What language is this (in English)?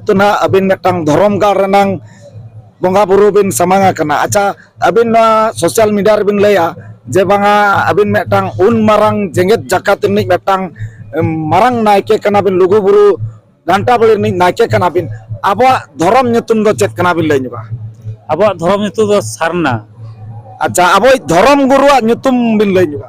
Santali